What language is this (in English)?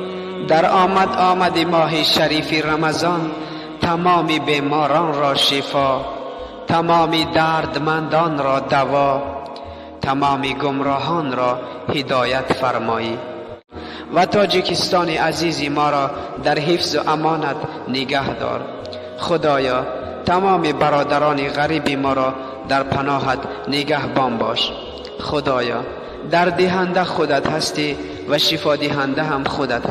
Tajik